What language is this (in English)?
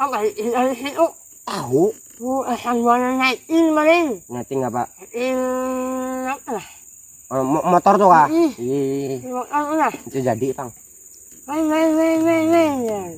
Banjar